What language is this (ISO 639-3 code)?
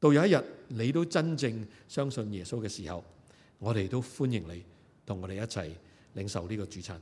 yue